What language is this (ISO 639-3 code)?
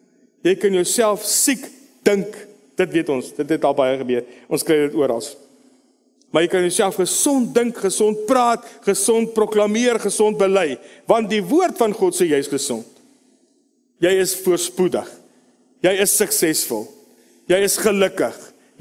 afr